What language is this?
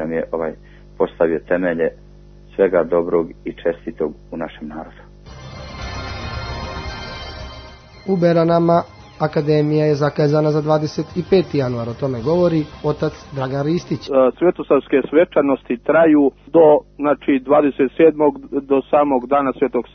Serbian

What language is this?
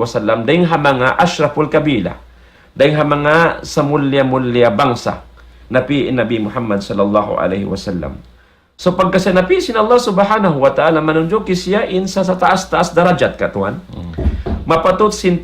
Tausug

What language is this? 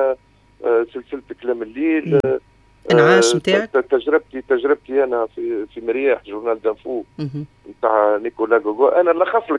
Tunisian Arabic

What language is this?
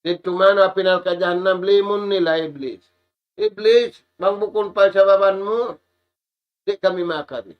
Tausug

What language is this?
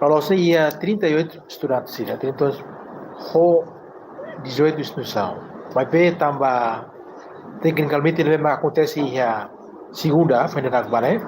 Tetum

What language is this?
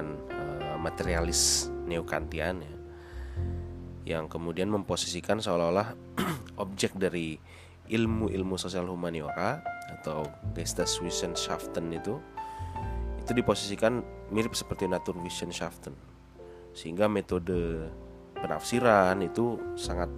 Indonesian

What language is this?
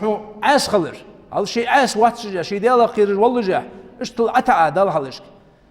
Ingush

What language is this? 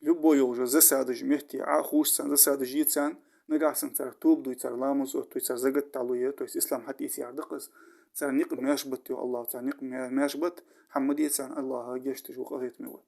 Ingush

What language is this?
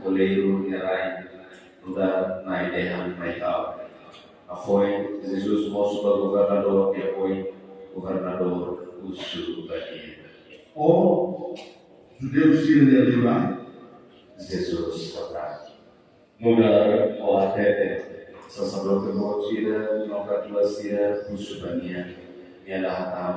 Tetum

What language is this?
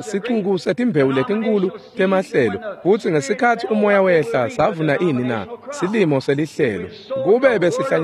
Swati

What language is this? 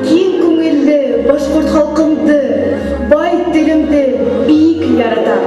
Bashkir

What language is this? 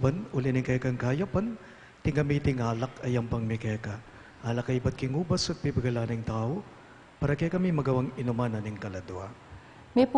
Pampanga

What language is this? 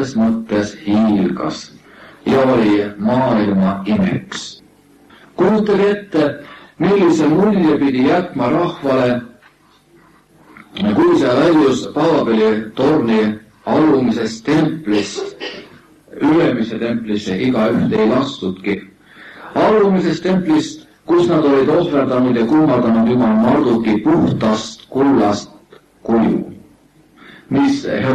Estonian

